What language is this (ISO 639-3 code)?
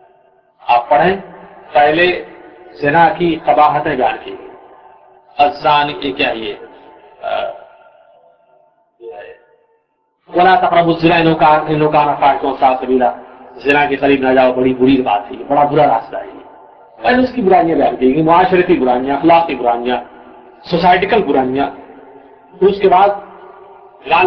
urd